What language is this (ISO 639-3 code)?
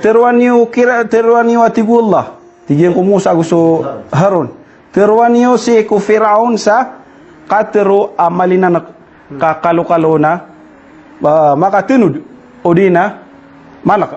mrw